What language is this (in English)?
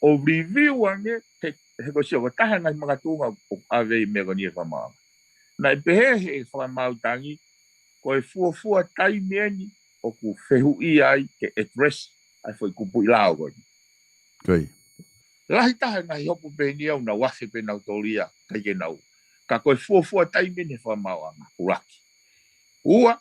Tongan